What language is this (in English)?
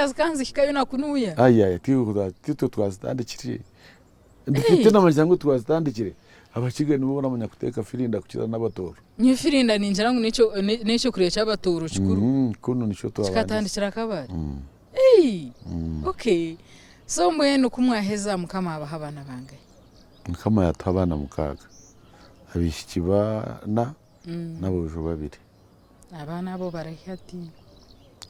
Nyankole